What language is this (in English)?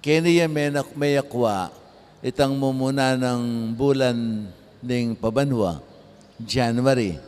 Pampanga